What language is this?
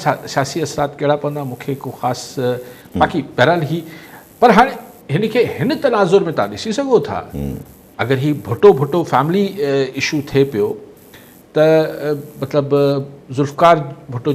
Sindhi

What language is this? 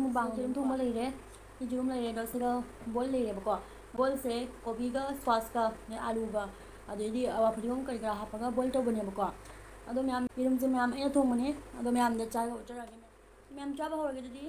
Manipuri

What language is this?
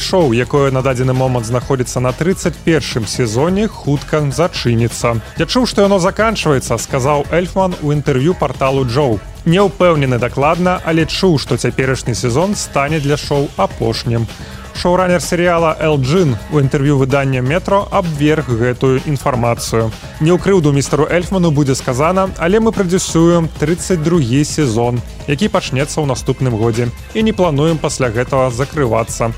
Belarusian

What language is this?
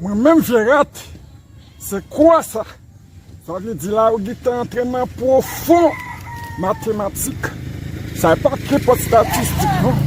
Haitian Creole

